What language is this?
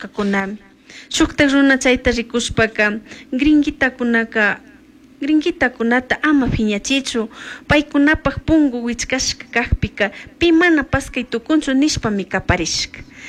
Chimborazo Highland Quichua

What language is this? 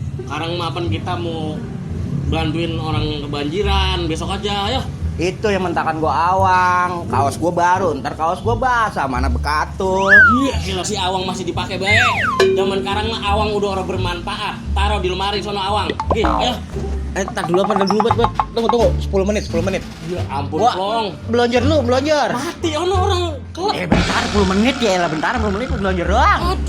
Betawi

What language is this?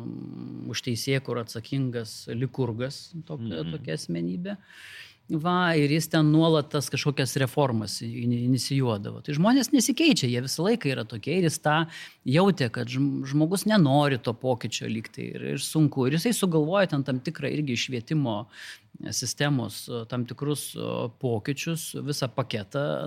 Lithuanian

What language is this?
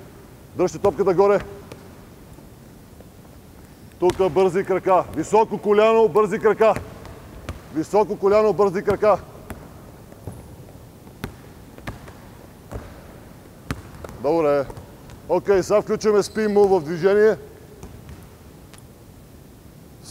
Bulgarian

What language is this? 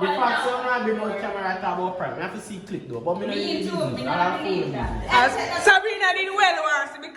Jamaican Creole English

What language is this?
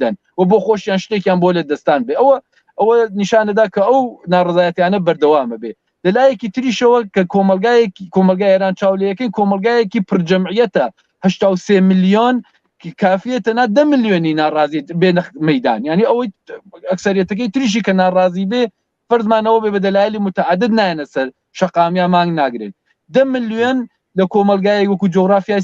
Central Kurdish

